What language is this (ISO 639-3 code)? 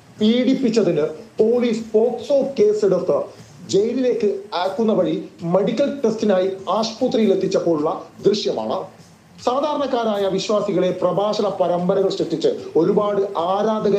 mal